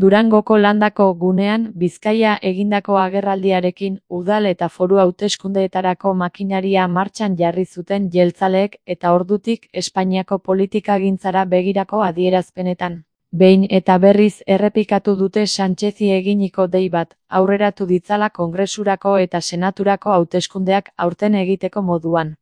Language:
Basque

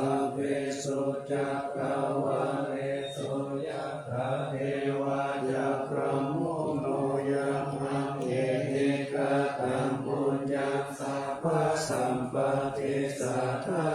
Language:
Pali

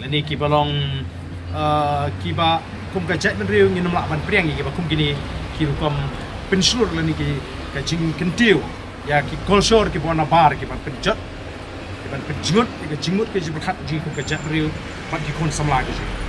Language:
Khasi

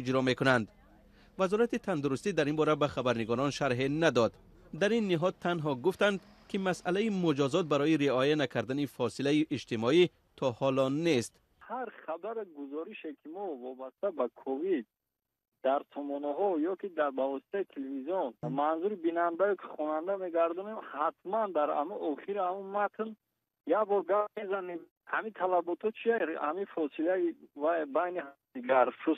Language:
Tajik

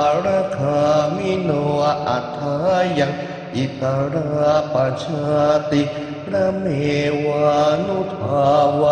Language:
Pali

